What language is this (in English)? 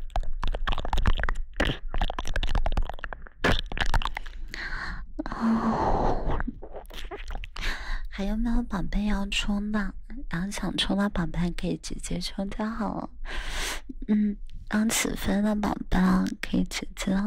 Chinese